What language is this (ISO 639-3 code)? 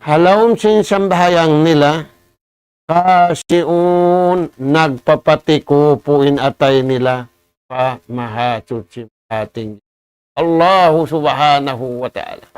tsg